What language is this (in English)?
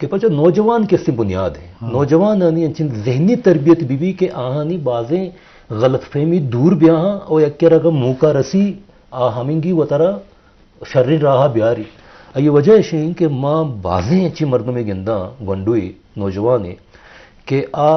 Eastern Balochi